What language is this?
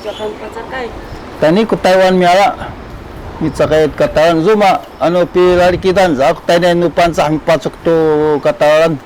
Sakizaya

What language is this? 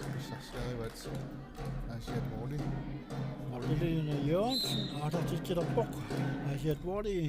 Kalaallisut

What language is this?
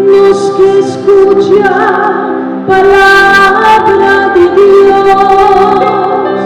Papiamento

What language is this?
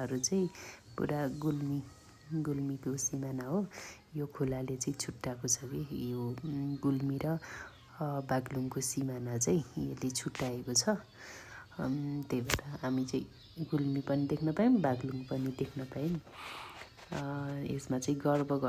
Nepali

